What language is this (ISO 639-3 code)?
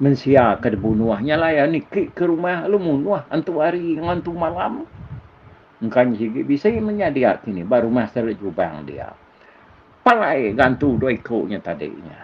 iba